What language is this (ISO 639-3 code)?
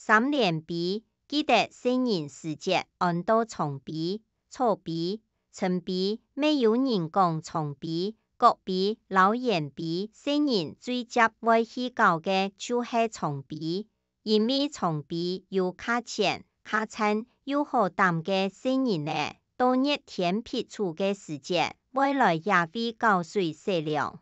hak